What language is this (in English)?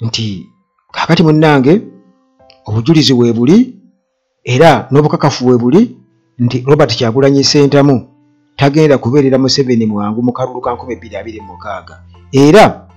Ganda